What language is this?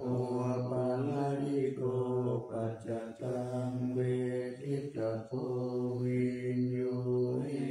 Pali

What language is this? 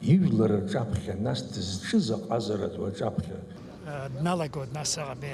Abkhazian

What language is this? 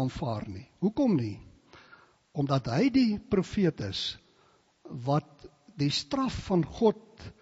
Afrikaans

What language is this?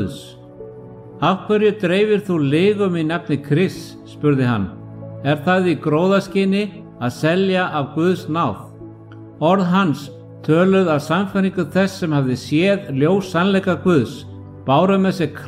Icelandic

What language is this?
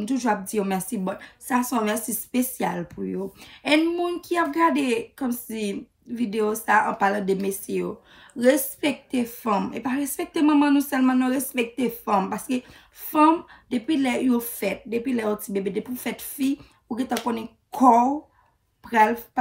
Haitian Creole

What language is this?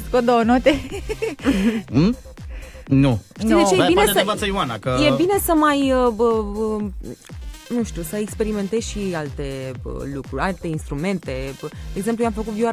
Romanian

